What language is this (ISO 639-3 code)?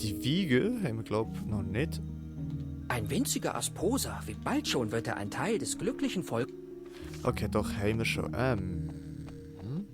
gsw